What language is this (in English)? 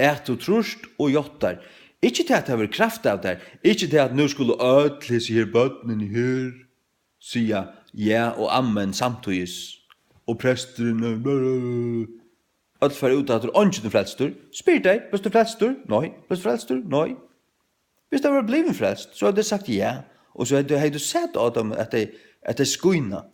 Faroese